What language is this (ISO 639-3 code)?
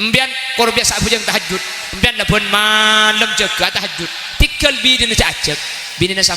mad